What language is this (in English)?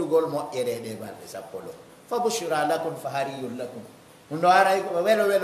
Pular